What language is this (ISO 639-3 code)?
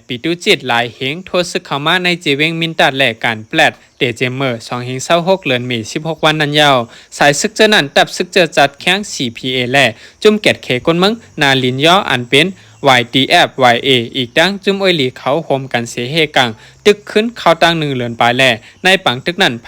shn